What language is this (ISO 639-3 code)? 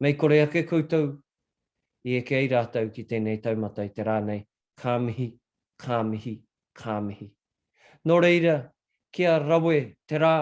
mri